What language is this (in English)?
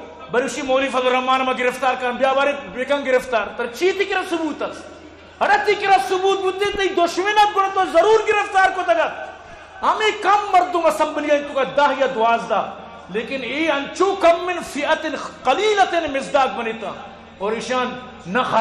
Eastern Balochi